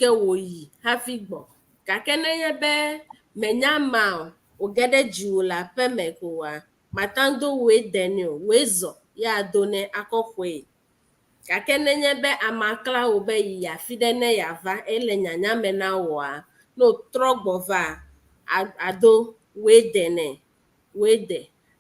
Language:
Ewe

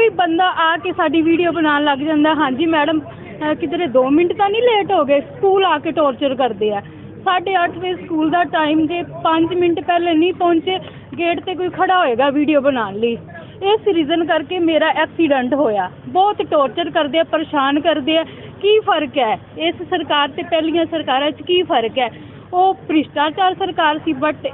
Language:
Punjabi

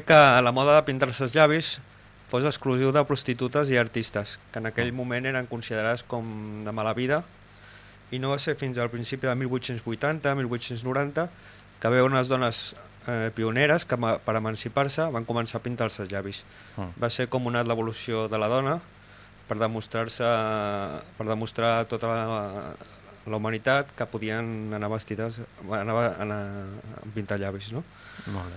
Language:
Catalan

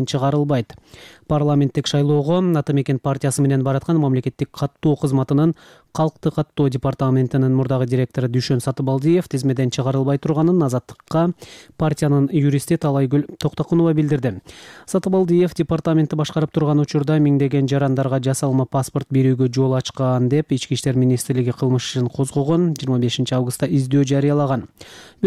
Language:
Kyrgyz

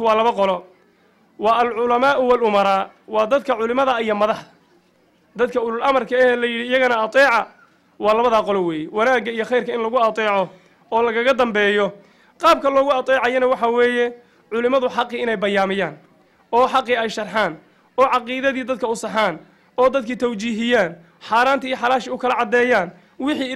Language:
Somali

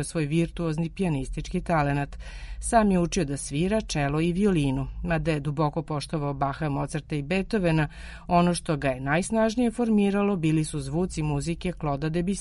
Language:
Serbian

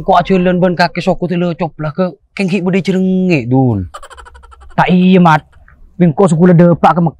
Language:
Madurese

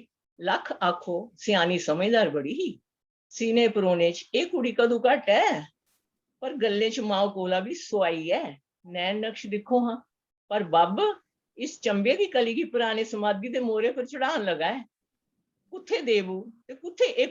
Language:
Dogri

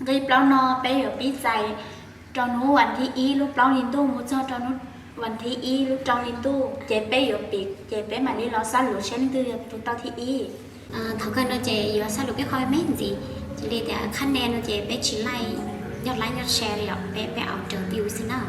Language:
Hmong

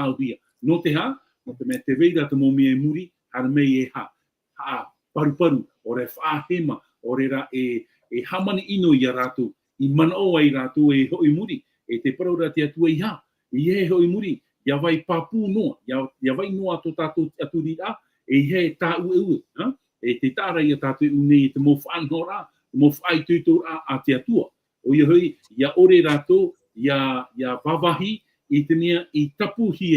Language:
Tahitian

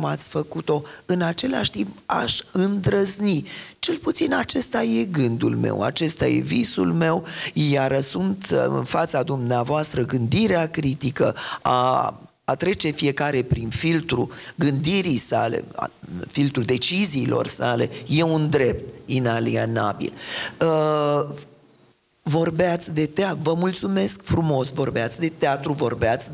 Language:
Romanian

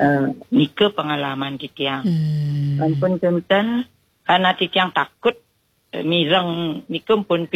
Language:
Balinese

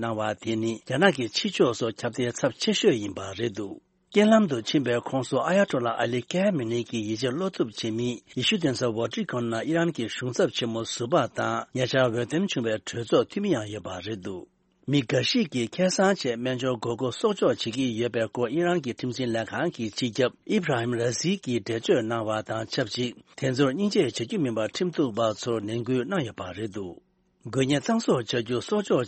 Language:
Tibetan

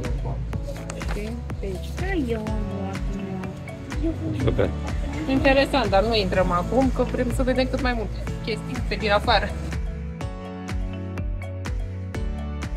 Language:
Romanian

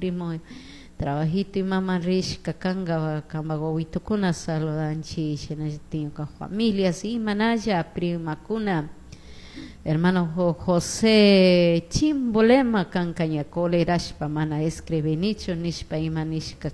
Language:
Chimborazo Highland Quichua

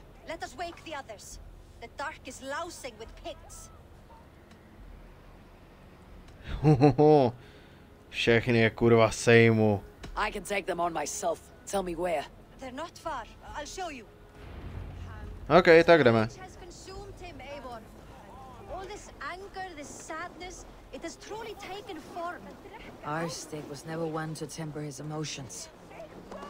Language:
Czech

